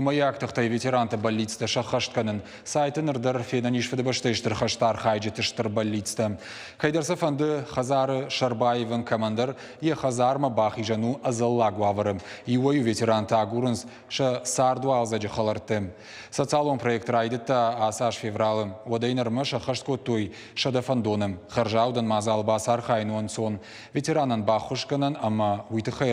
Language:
Ossetic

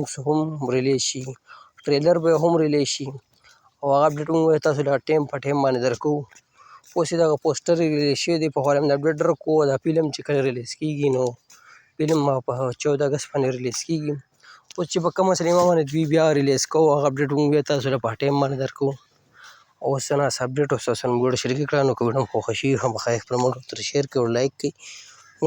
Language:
Pashto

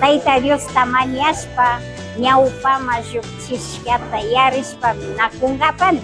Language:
Imbabura Highland Quichua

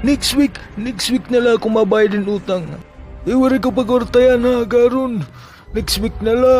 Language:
Waray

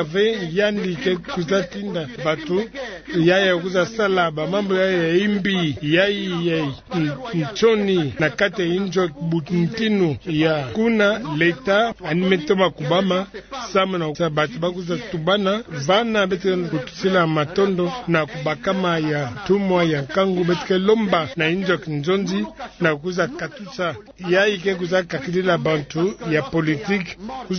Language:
Kituba (Democratic Republic of Congo)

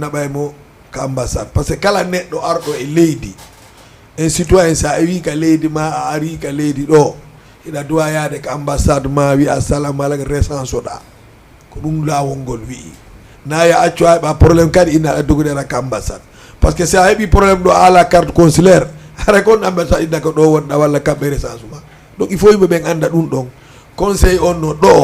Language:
Fula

